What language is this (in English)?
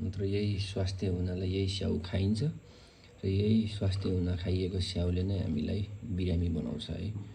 Nepali